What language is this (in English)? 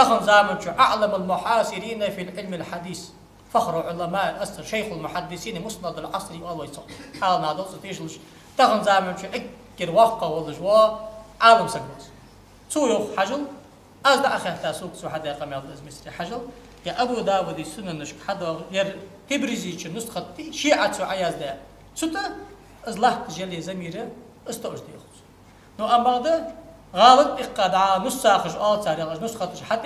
Ingush